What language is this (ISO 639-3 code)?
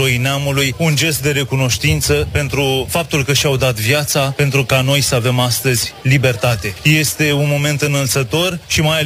ron